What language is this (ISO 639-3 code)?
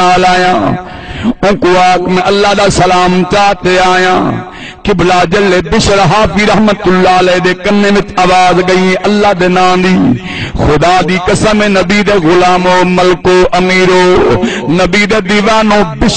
skr